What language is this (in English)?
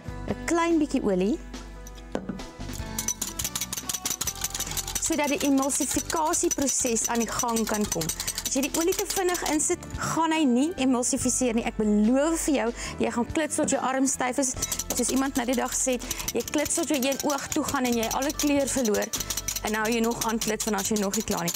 Afrikaans